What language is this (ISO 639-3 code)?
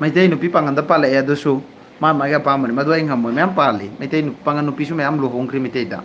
mni